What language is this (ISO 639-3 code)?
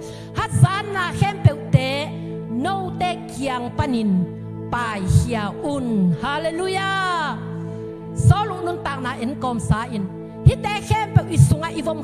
ctd